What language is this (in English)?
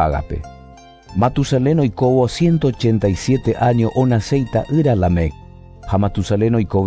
Guarani